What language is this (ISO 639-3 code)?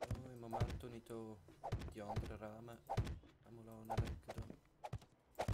gsw